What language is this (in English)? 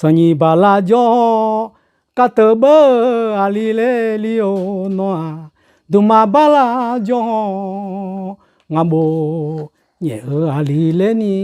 Akha